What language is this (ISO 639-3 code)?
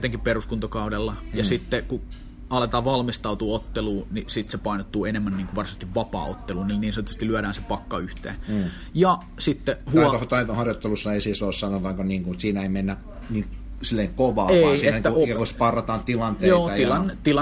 fin